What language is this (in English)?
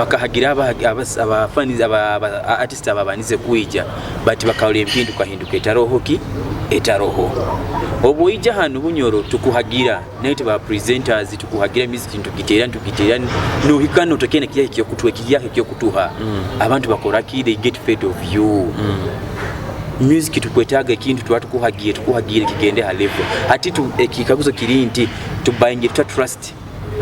Nyoro